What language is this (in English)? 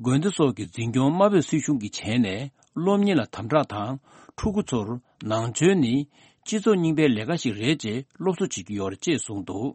Tibetan